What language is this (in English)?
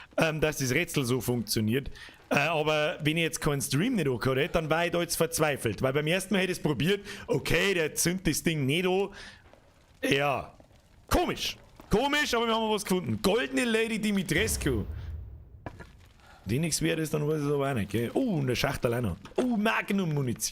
Bavarian